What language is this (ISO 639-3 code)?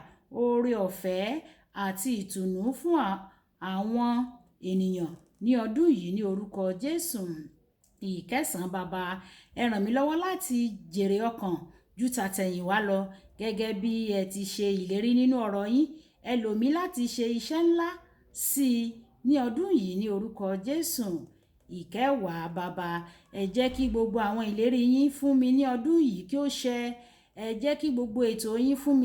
yor